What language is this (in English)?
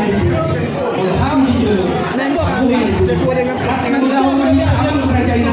Batak Toba